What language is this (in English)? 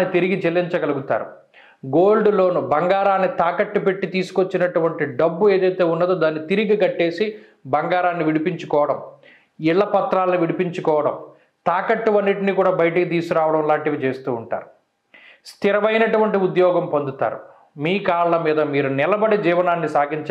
Telugu